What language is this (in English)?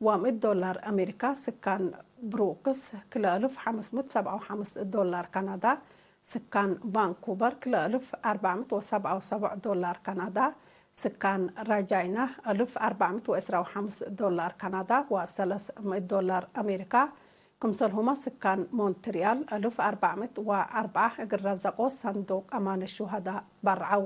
Tigre